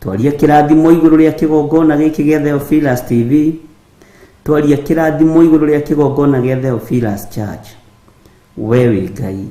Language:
Kikuyu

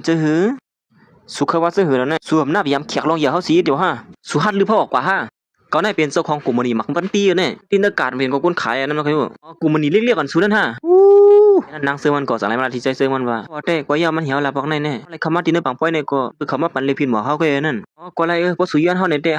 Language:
Shan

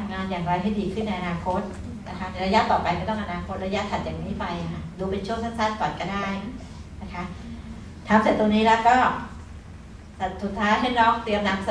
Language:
Thai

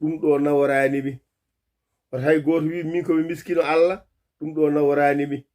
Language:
Fula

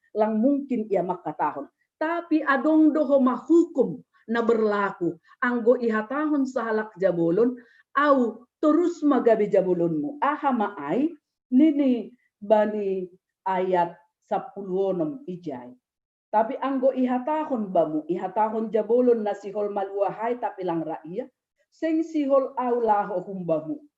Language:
Batak Simalungun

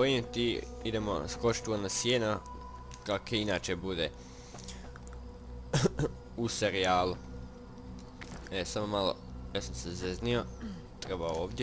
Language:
Croatian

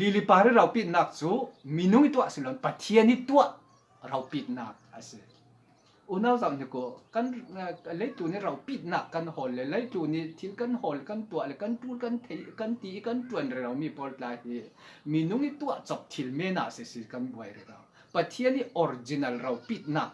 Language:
Falam Chin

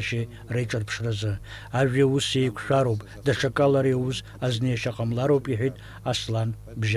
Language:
Abkhazian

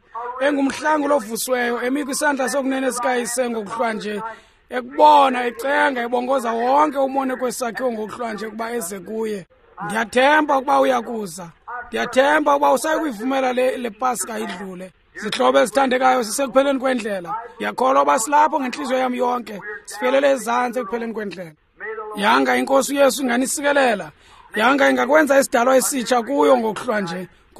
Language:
Xhosa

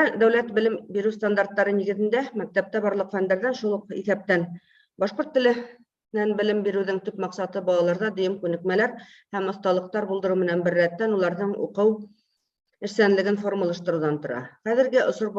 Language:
Bashkir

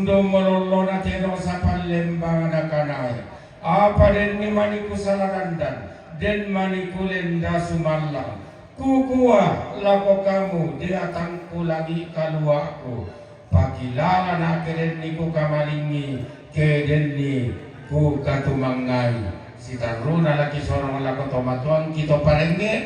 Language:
Toraja-Sa'dan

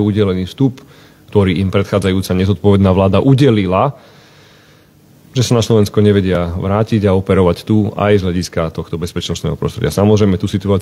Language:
Slovak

